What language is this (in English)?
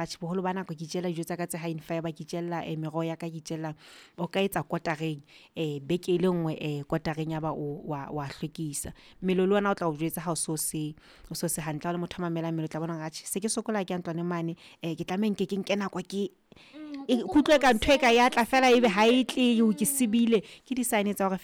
Southern Sotho